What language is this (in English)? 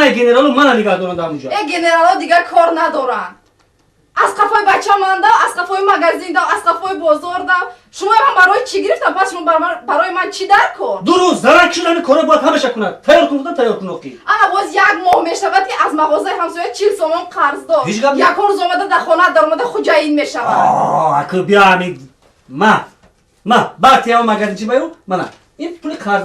Tajik